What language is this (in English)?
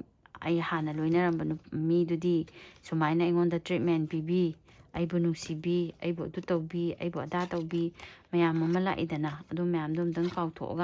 Manipuri